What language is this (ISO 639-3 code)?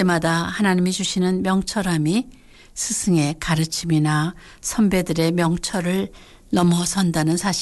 kor